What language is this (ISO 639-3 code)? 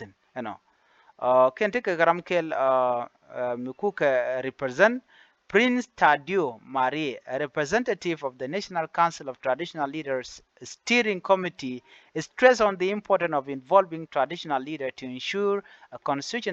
nus